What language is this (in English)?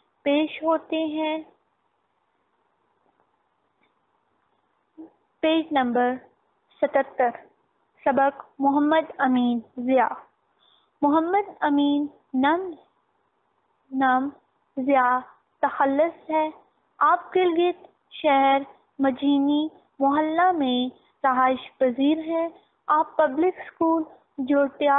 Urdu